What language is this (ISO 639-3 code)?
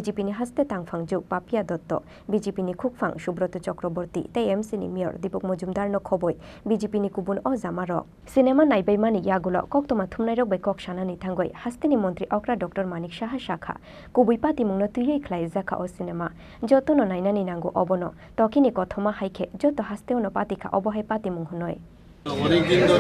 trp